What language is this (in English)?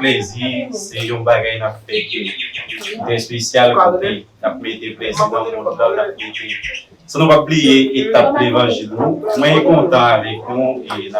Haitian Creole